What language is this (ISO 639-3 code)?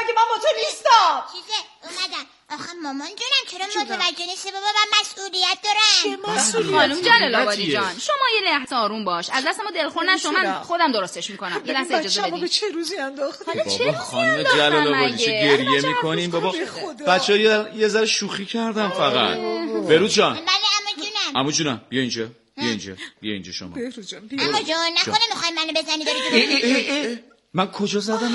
fas